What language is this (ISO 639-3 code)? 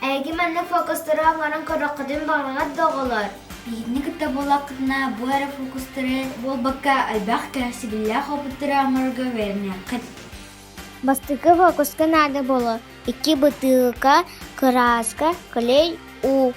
sah